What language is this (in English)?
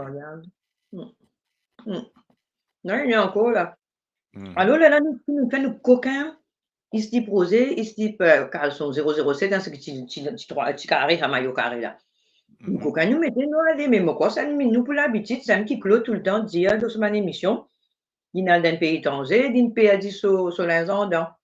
Morisyen